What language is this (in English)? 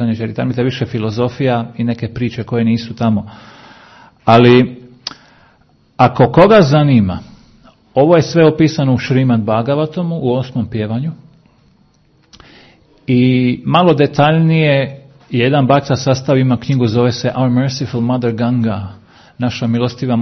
Croatian